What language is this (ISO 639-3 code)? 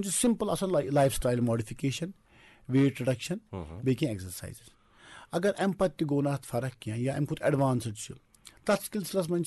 kas